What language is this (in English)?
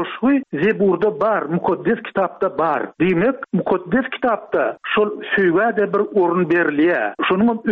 Turkmen